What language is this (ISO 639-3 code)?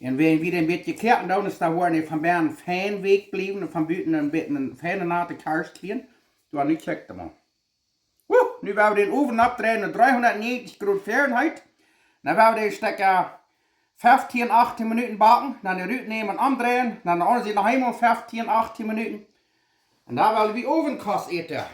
pdt